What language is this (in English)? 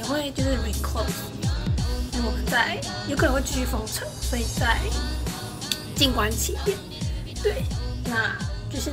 Chinese